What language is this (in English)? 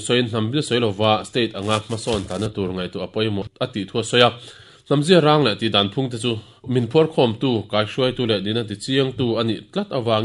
Mizo